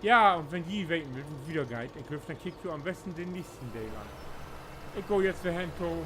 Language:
Low German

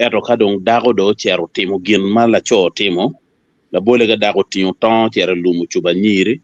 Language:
Acoli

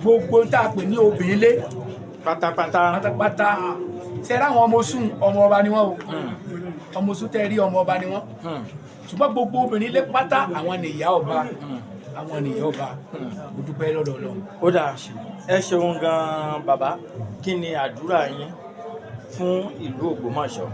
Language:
Yoruba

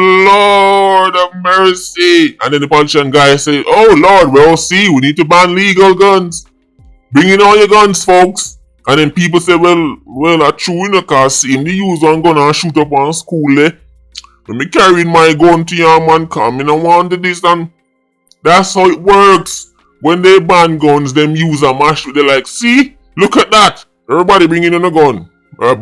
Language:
Jamaican Creole English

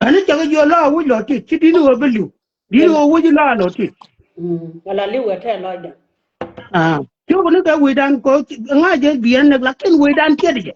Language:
Nuer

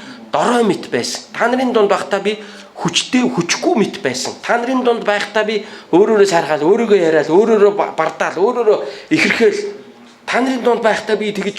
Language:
Mongolian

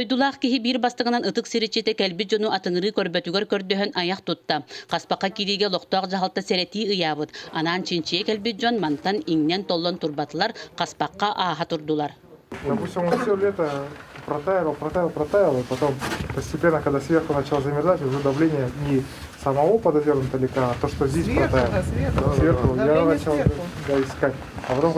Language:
Yakut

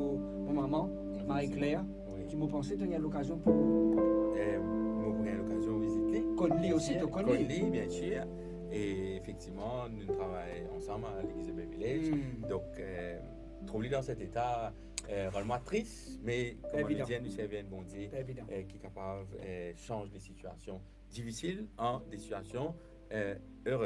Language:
Morisyen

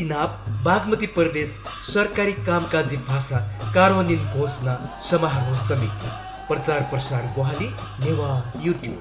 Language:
Newari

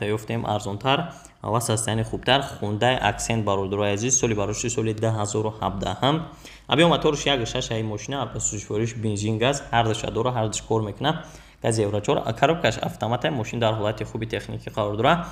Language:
Tajik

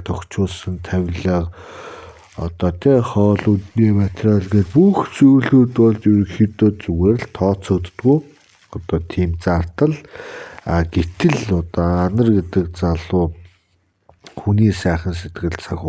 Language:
Mongolian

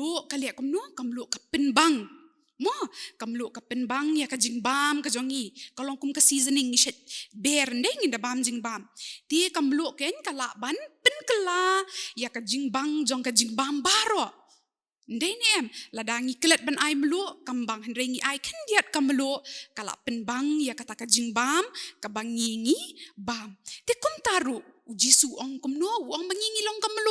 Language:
Khasi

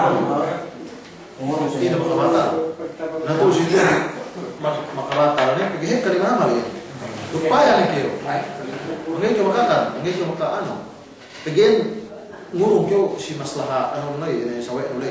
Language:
Yakan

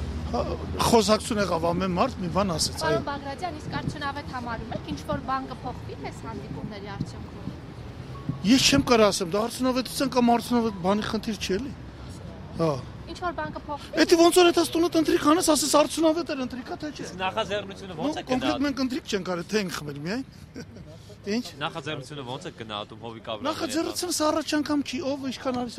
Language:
Armenian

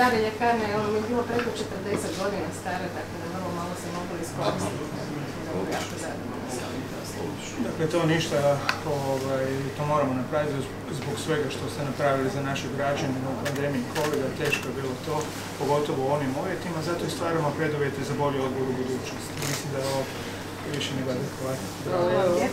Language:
Croatian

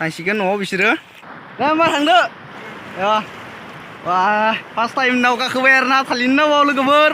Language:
Bodo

